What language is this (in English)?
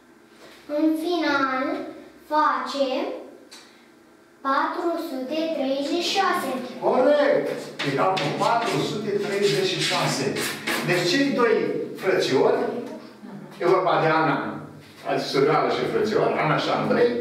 Romanian